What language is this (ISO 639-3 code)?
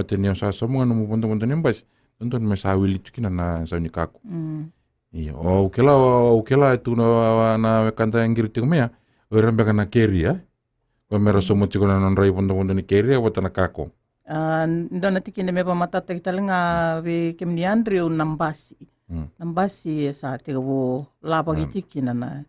fij